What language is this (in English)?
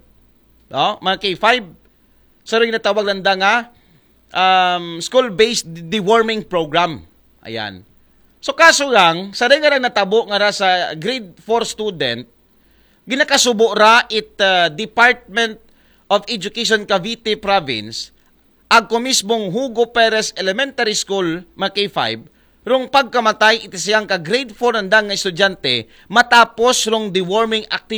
Aklanon